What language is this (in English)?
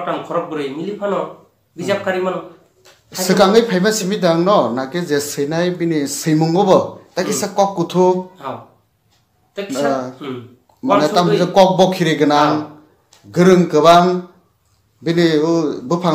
Kok Borok